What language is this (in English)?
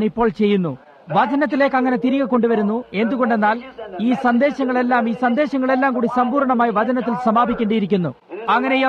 Malayalam